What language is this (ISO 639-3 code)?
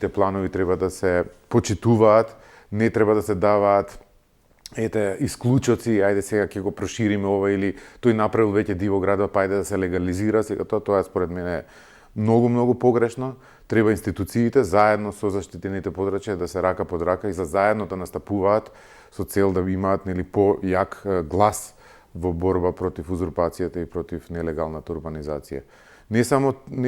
mkd